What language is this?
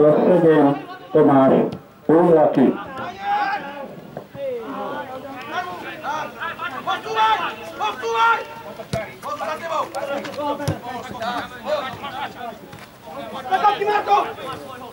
Slovak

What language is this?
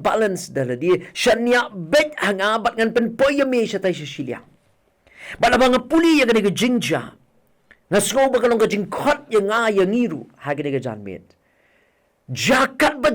Khasi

